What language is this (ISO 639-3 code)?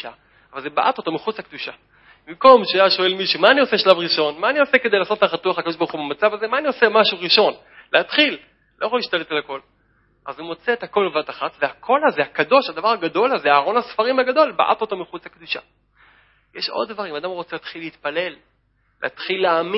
heb